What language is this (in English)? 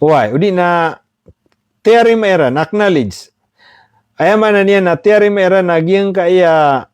Maranao